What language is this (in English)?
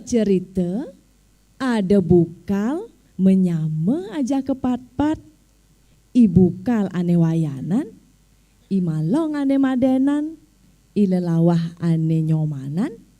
Balinese